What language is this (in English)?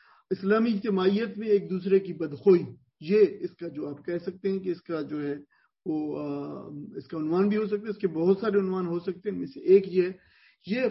Urdu